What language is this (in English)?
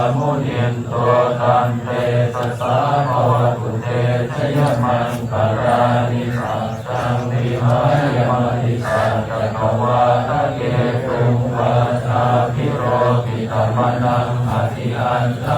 Pali